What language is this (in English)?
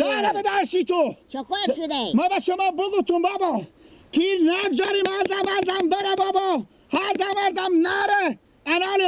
Persian